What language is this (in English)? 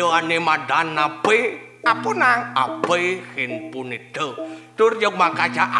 Balinese